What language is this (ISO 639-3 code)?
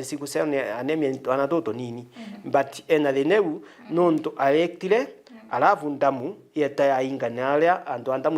mer